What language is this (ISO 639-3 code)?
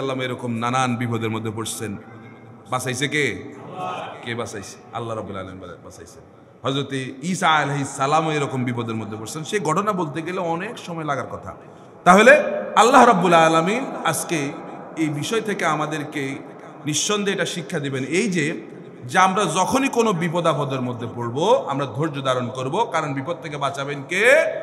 ben